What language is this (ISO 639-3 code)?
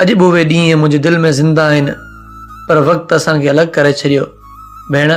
snd